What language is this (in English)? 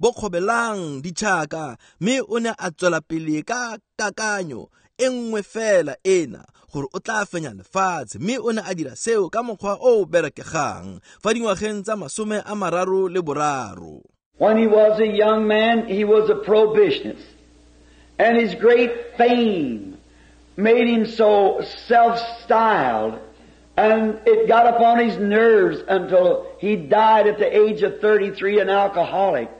Tswana